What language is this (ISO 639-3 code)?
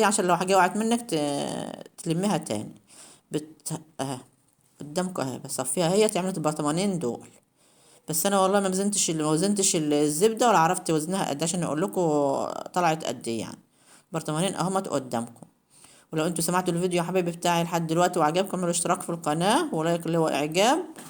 arz